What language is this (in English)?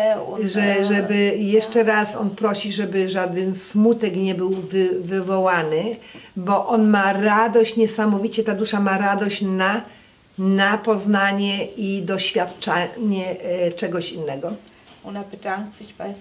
Polish